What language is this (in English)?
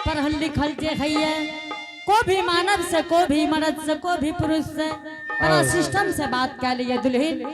Angika